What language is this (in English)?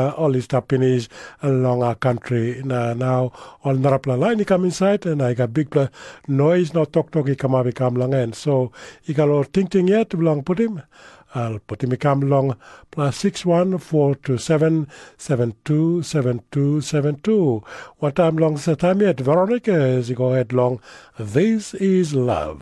Tok Pisin